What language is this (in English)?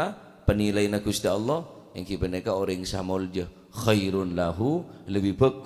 Madurese